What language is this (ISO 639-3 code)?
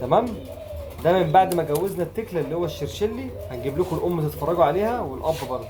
arz